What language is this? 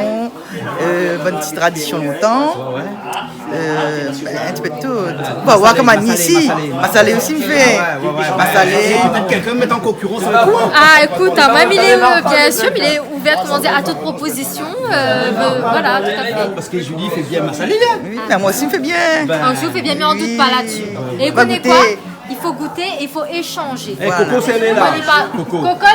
Réunion Creole French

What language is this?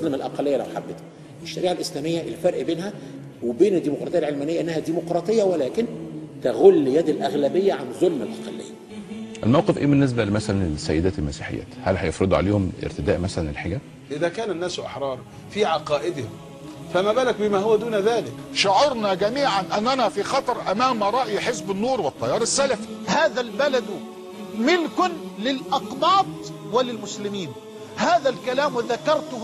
Egyptian Arabic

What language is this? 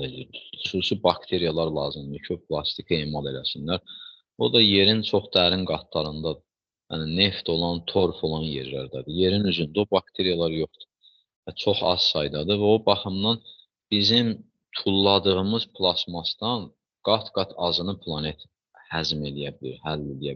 Azerbaijani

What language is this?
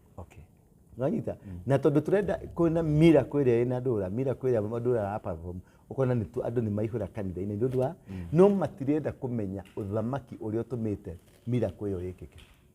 Kikuyu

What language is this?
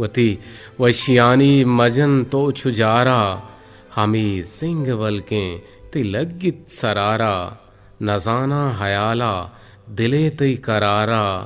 Eastern Balochi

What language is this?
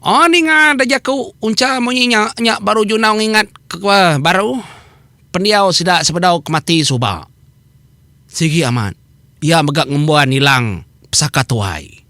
Iban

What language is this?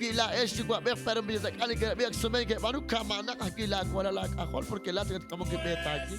Kekchí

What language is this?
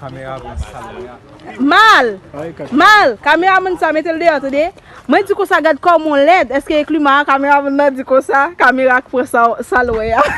Haitian Creole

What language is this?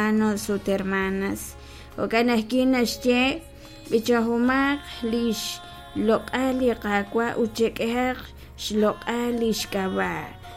Kekchí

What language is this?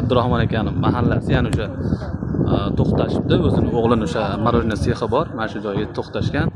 Uzbek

